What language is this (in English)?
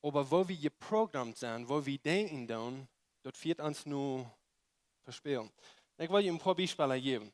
Plautdietsch